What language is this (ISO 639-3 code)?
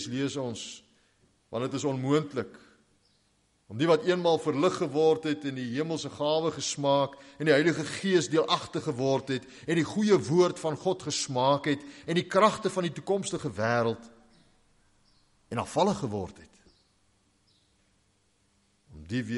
afr